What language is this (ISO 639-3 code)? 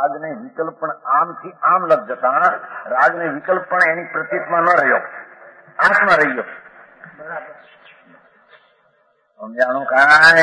guj